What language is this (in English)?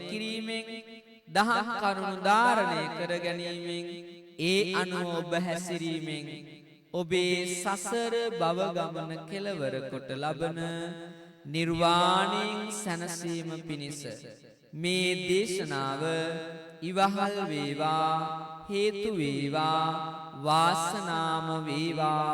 Sinhala